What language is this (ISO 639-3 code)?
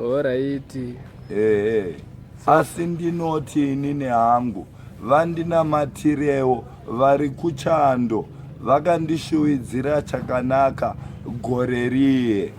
sna